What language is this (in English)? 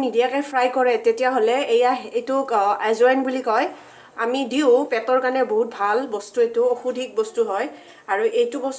Assamese